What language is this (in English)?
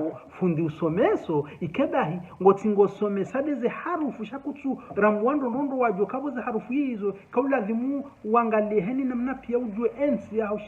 Ngazidja Comorian